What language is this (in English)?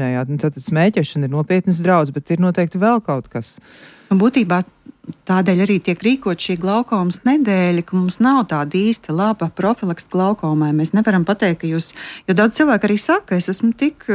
Latvian